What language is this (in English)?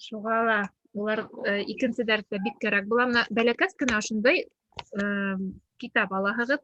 Bashkir